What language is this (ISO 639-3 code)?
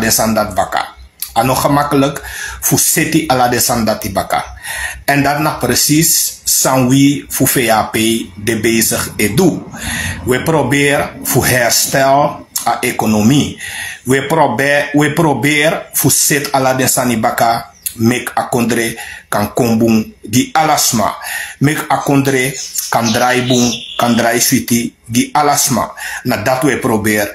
srn